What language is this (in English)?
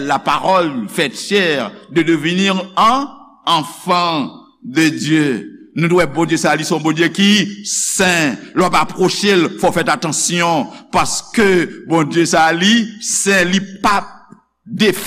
Haitian Creole